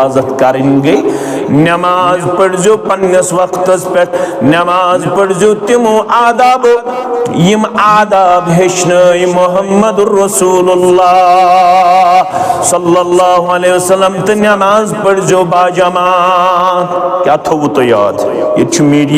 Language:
Kashmiri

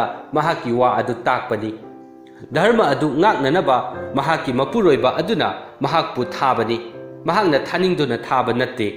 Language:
Manipuri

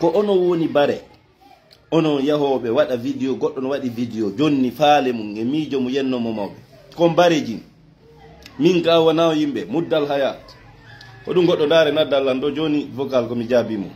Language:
Fula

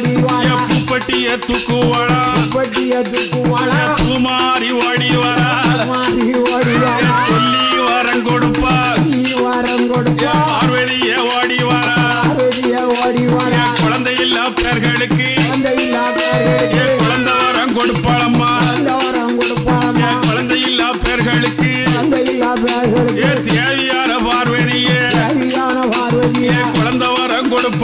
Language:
Tamil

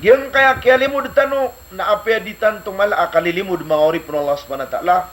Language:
Maranao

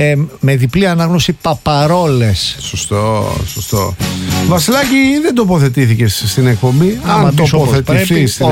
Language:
Greek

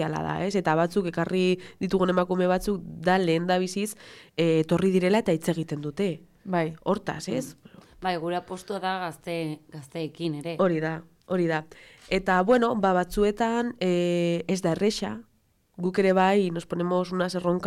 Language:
Basque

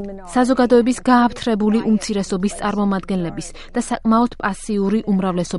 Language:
Georgian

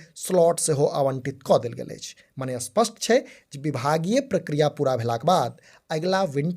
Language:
Maithili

